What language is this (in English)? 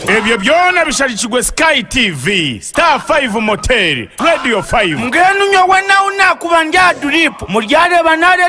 Nyankole